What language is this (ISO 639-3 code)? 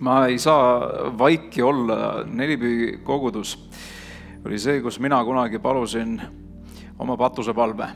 est